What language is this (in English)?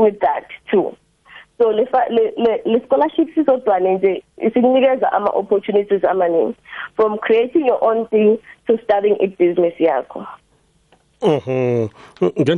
South Ndebele